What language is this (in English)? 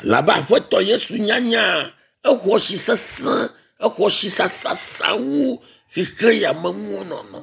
Ewe